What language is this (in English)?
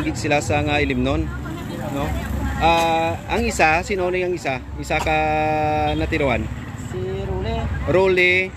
Hiligaynon